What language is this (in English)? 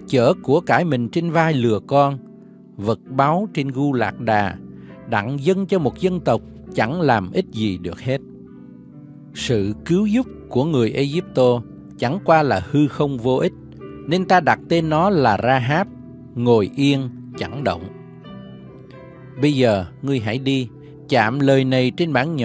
Vietnamese